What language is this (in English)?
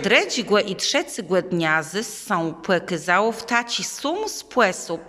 Kashubian